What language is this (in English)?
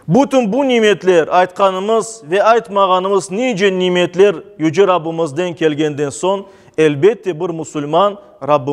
Crimean Tatar